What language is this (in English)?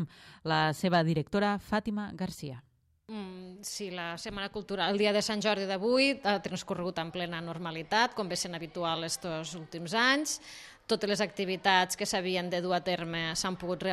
Catalan